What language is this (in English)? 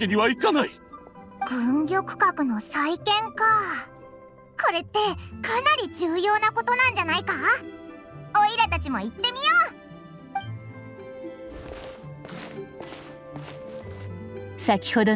Japanese